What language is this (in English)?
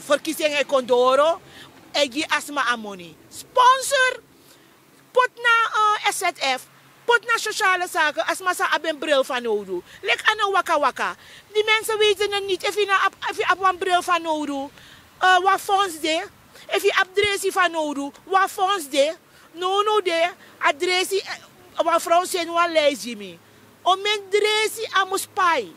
Sranan Tongo